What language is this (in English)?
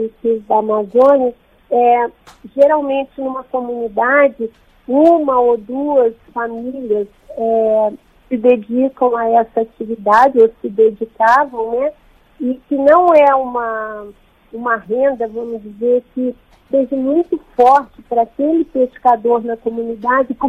Portuguese